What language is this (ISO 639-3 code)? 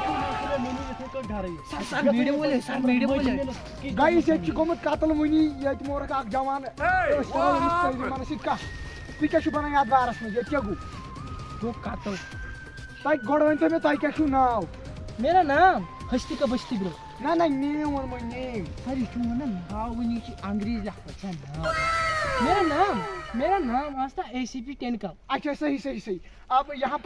kas